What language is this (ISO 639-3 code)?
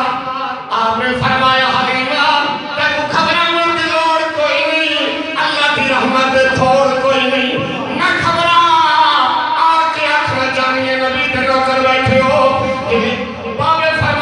skr